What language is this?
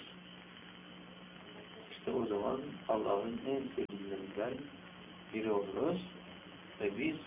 Turkish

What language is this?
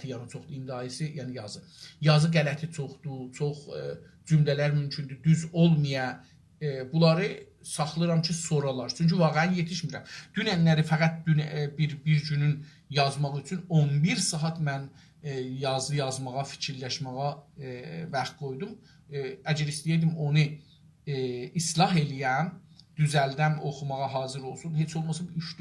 South Azerbaijani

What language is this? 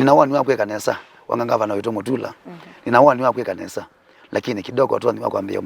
Kamba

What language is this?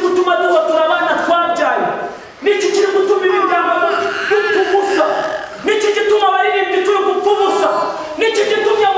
Kinyarwanda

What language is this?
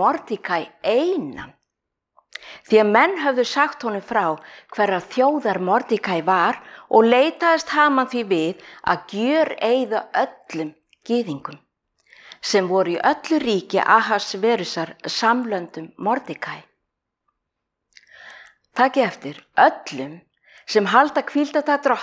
Icelandic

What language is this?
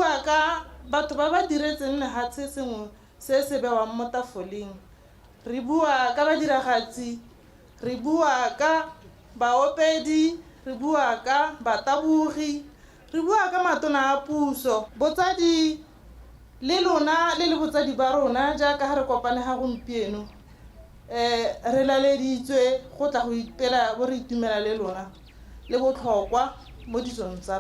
Tswana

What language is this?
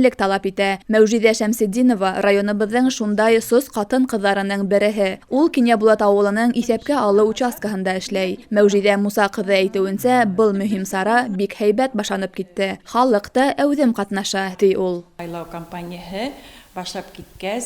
Bashkir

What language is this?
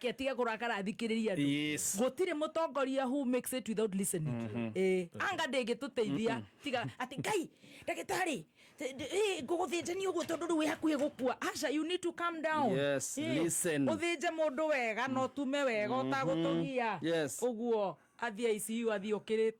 Kikuyu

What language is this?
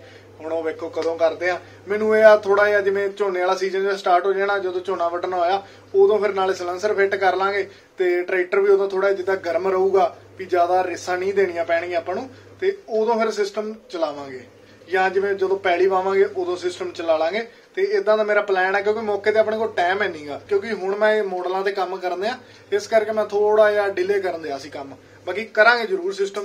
Punjabi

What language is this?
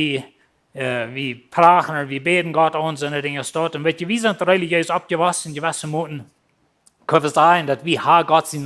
Plautdietsch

